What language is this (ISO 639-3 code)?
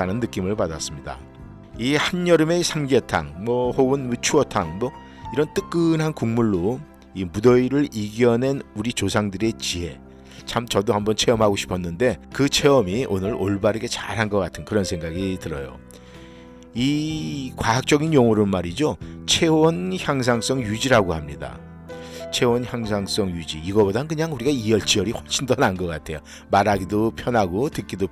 kor